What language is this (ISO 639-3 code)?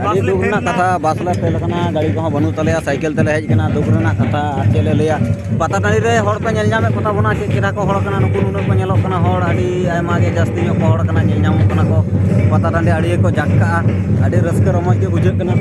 sat